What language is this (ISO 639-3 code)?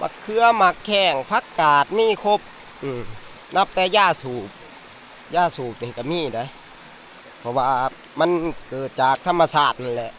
lao